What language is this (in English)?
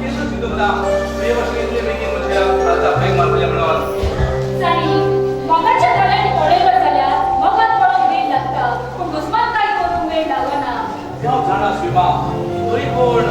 Konkani